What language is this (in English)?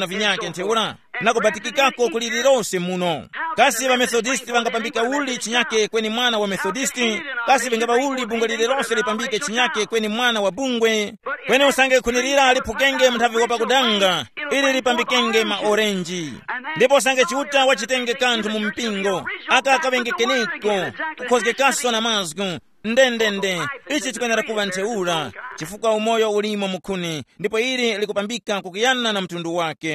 Tumbuka